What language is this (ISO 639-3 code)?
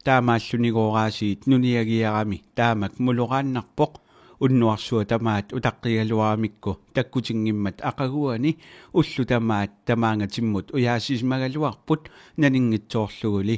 kal